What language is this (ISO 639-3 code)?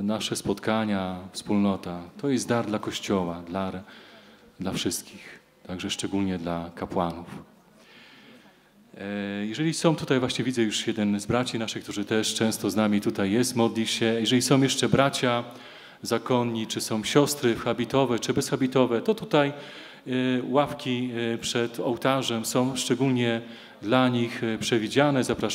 pol